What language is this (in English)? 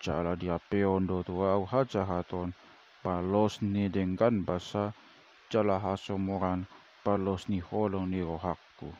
Batak Toba